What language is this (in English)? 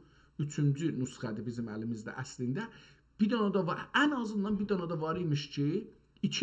South Azerbaijani